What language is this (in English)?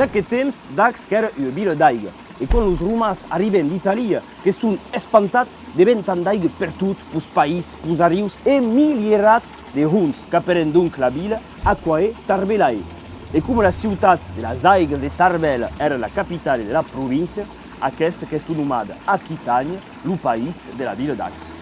Occitan